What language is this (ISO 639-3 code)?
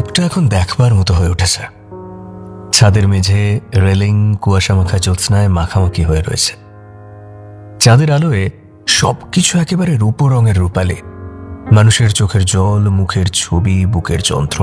ben